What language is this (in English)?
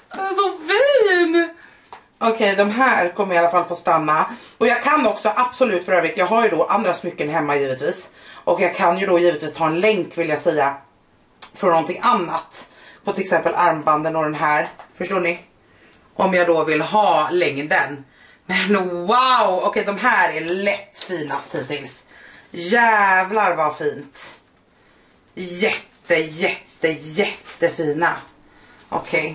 Swedish